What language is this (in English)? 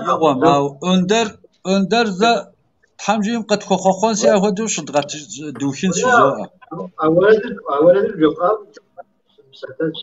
Kabardian